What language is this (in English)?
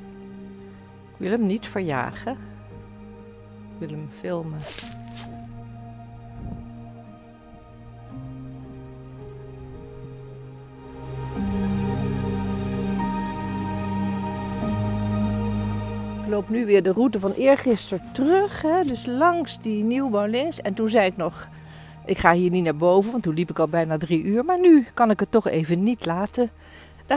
Dutch